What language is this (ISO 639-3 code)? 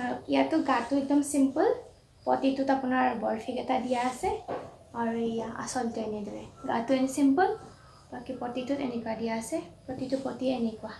asm